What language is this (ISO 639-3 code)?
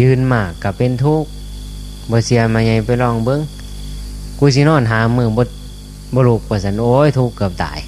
tts